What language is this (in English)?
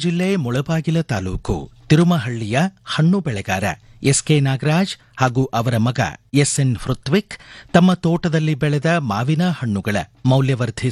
Kannada